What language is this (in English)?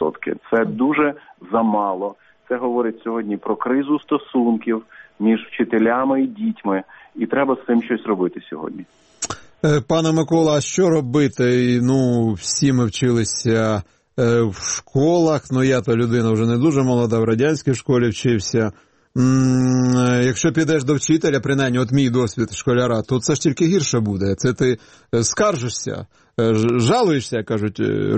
Ukrainian